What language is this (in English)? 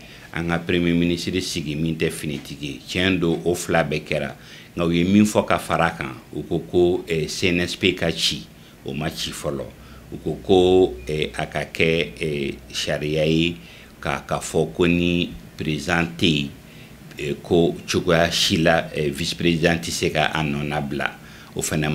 Bambara